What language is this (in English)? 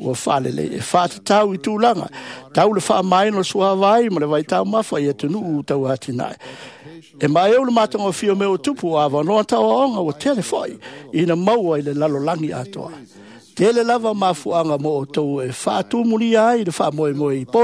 Samoan